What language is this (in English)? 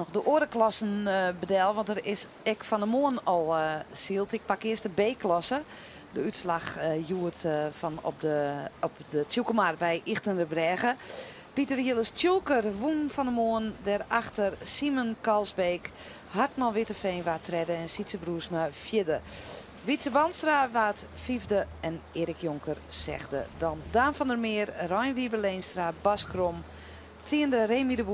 Western Frisian